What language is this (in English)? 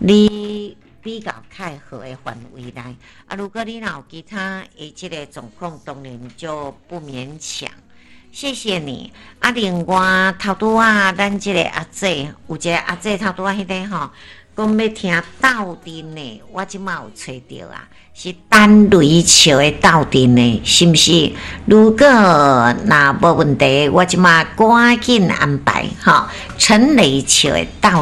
Min Nan Chinese